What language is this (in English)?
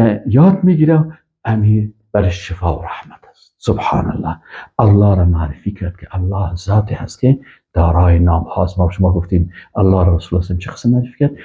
Persian